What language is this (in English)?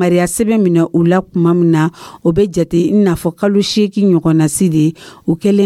Dyula